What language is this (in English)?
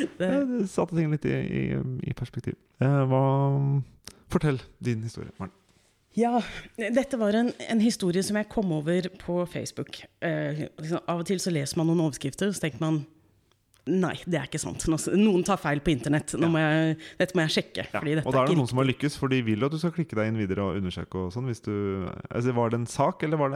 Norwegian